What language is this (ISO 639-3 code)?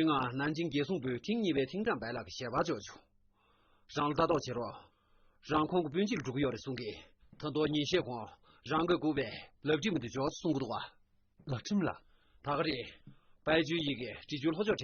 bod